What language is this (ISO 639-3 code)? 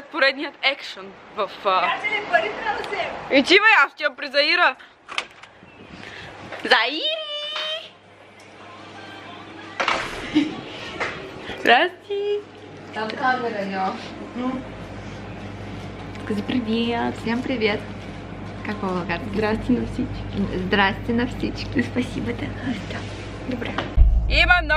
bul